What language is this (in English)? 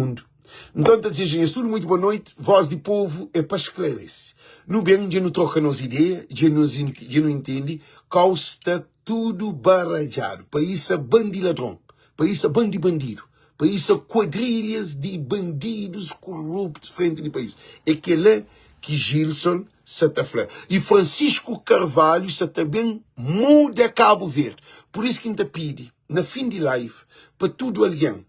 Kabuverdianu